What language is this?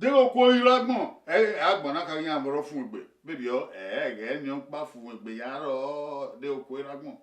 Bini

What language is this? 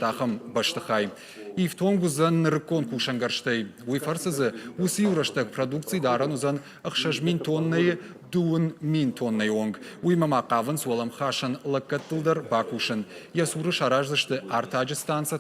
Ossetic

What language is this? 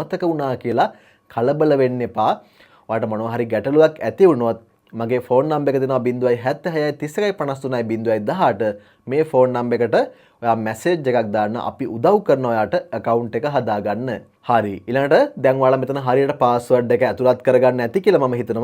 Sinhala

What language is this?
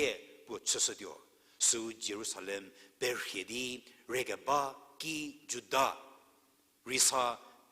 Angami Naga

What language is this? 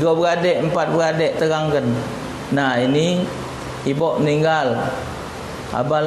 Musi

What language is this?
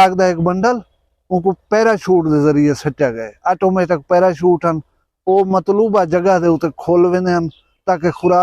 Saraiki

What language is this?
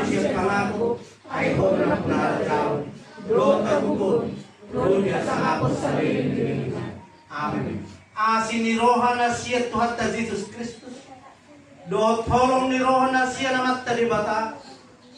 Batak Toba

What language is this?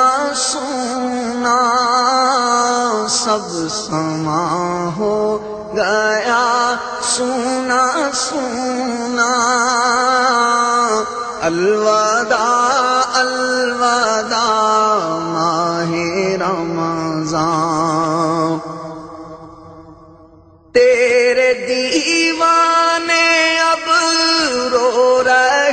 Urdu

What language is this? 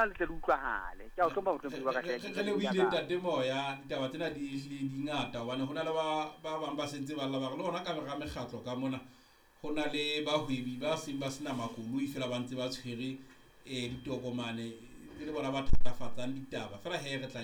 Southern Sotho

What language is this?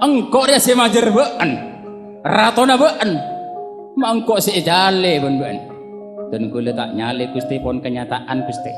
Madurese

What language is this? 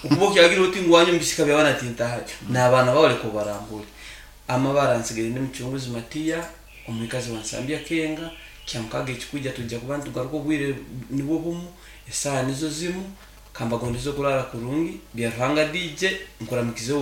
Nyankole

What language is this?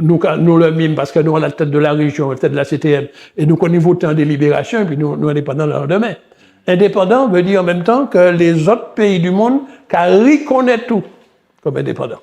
Guadeloupean Creole French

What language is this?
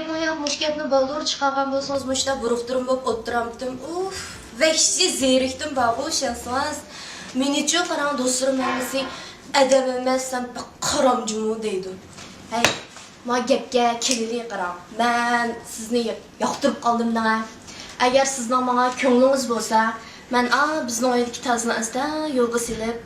Uyghur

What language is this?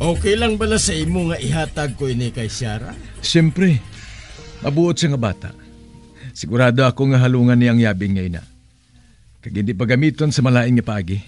Hiligaynon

